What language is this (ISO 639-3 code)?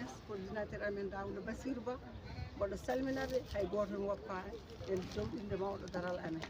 ful